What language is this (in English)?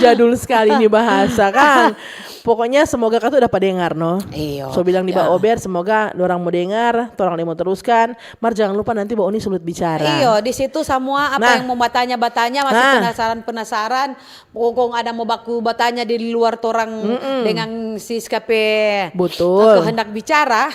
Manado Malay